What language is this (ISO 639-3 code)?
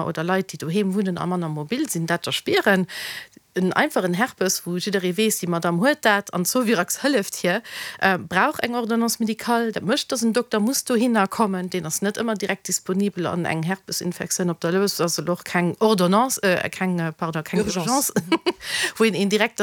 ltz